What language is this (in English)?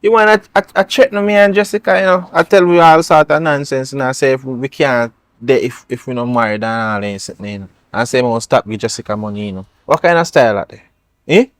Jamaican Creole English